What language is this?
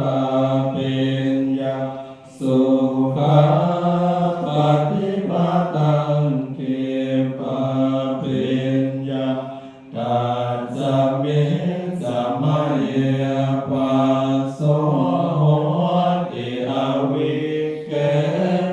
Pali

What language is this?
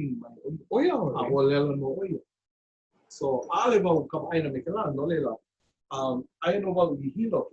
Hawaiian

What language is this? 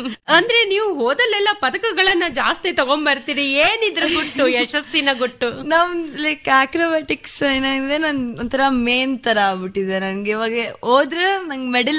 Kannada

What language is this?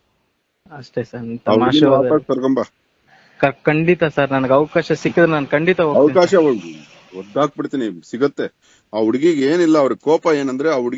Kannada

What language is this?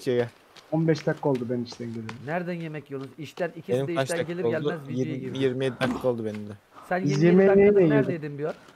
Turkish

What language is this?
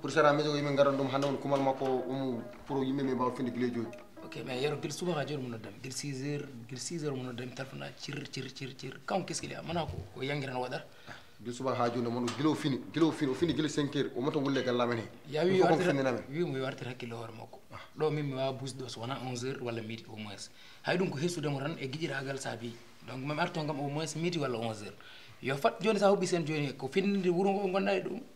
Fula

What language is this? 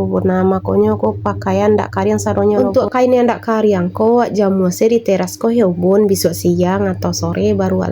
Minangkabau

